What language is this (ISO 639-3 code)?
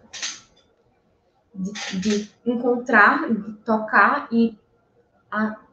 por